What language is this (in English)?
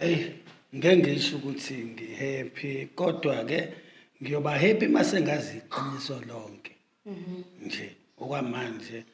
Zulu